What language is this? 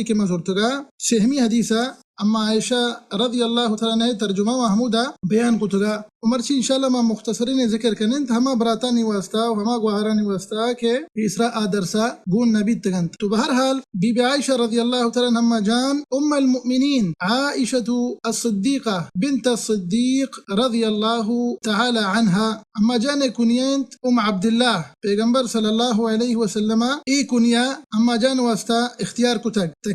Baluchi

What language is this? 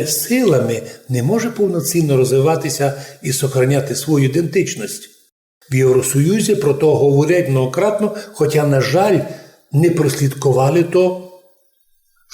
Rusyn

